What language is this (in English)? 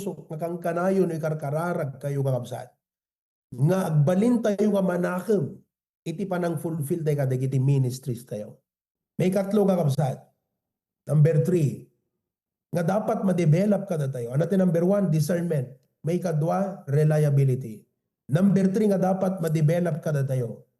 Iloko